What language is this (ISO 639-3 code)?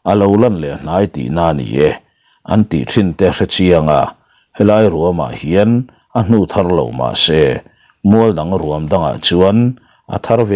lus